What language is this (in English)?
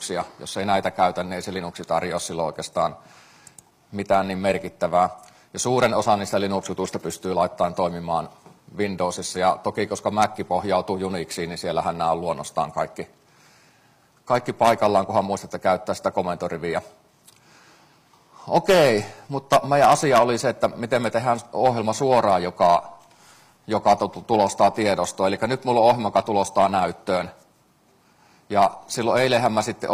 Finnish